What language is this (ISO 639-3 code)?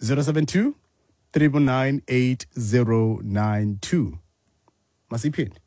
xho